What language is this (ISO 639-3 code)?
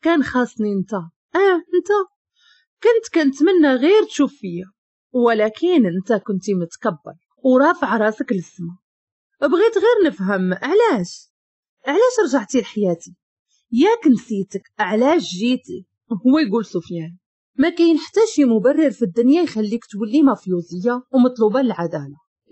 ary